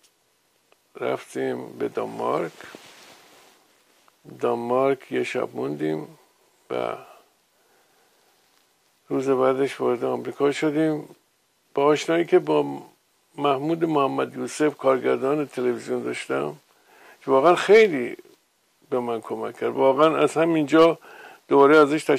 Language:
Persian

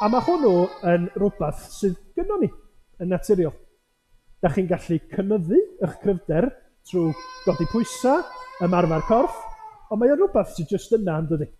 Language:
Welsh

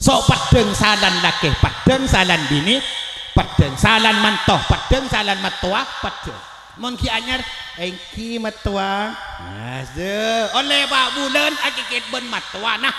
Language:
Madurese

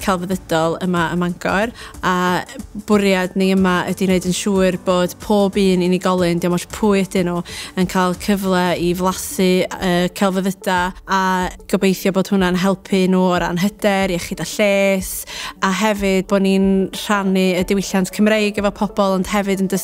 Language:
Welsh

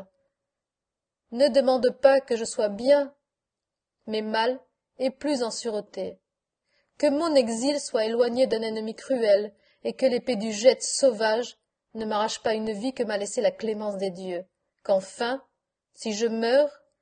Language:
French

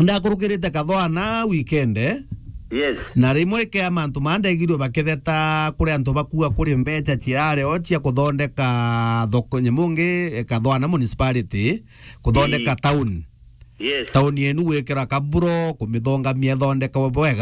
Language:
Meru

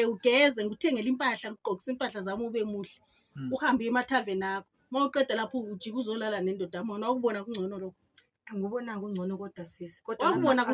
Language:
Zulu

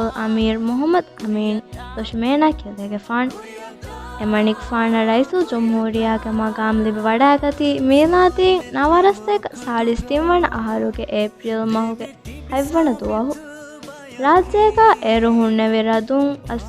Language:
Divehi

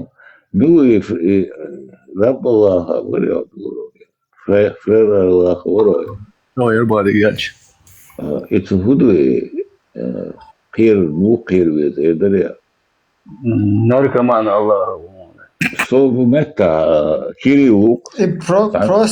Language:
Chechen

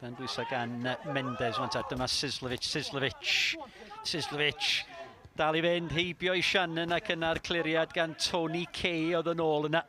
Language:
Welsh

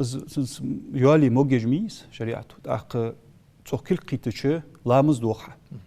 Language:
Ingush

